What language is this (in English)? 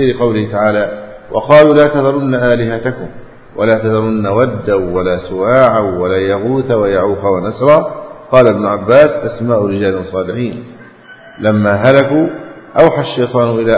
Arabic